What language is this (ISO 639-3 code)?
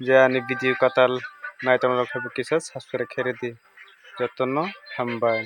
trp